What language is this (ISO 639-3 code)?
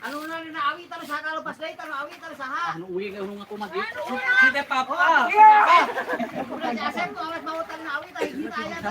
sun